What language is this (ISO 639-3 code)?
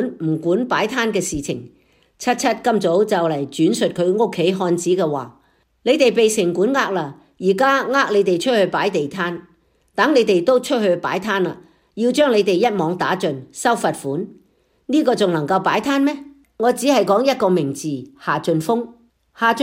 yue